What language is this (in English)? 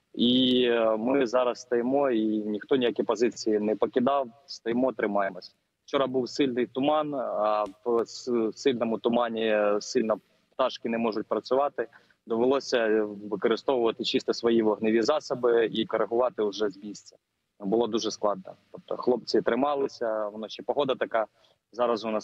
Ukrainian